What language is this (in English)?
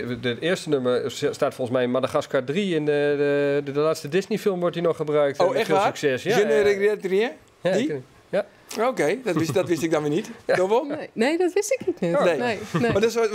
Western Frisian